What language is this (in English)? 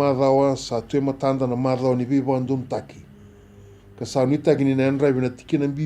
Fijian